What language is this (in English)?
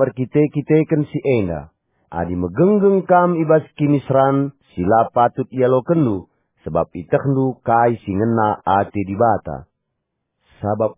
Batak Karo